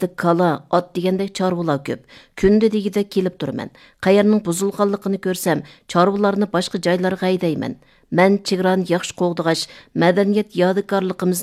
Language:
Uyghur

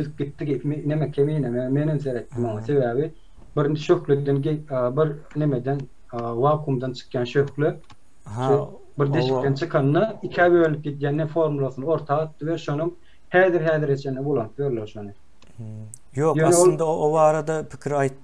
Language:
Turkmen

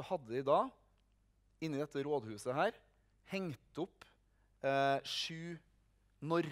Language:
Norwegian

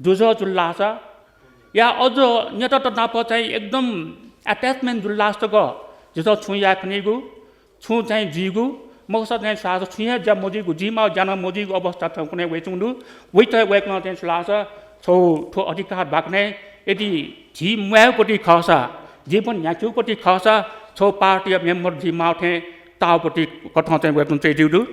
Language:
Newari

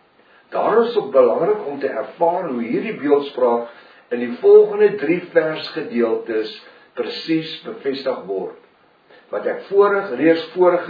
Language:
Afrikaans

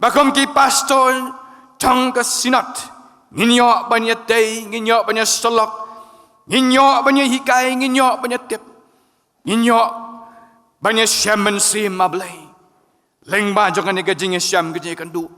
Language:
Khasi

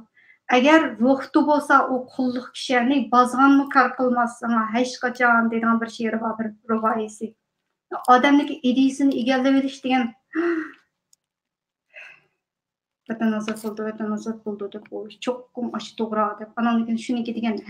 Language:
Uyghur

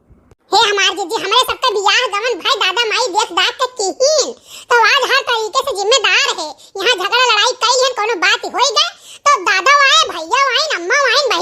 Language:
Awadhi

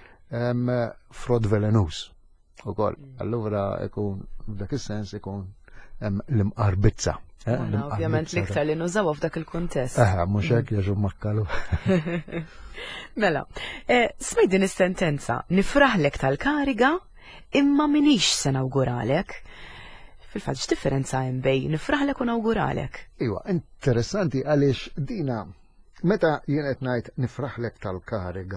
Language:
Maltese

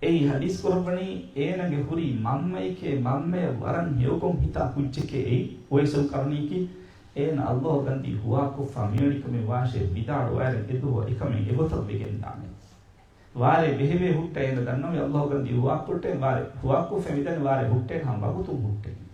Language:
Divehi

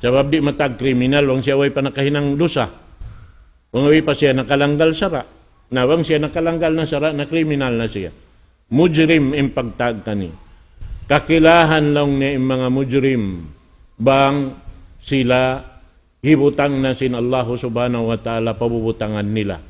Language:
Tausug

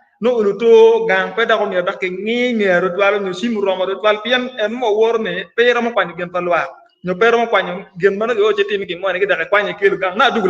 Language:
Acoli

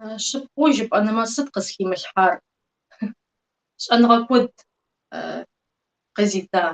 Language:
Kabardian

